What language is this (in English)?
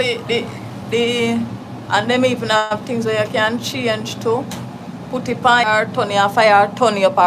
Jamaican Creole English